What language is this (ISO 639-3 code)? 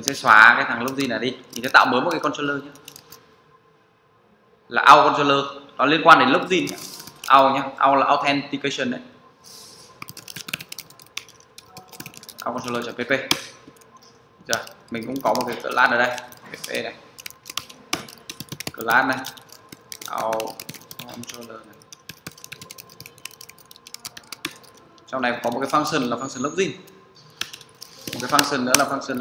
vie